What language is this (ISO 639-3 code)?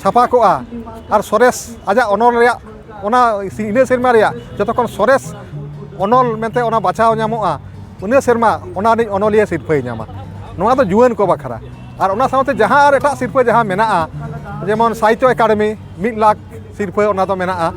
sat